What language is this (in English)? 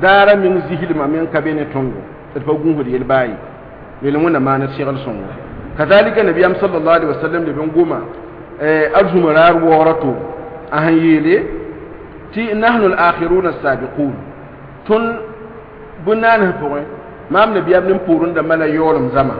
Mossi